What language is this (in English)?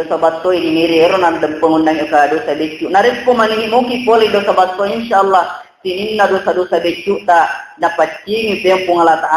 Buginese